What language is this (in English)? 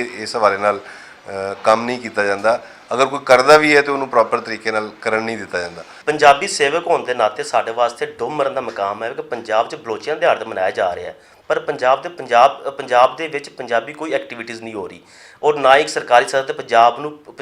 Western Panjabi